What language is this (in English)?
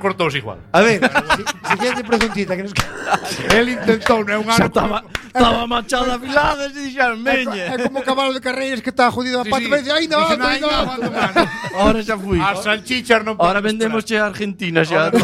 Galician